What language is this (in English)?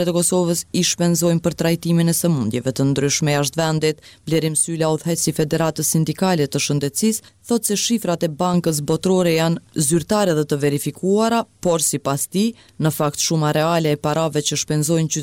Albanian